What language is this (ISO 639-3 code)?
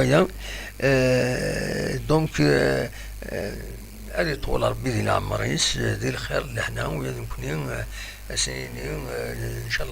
kab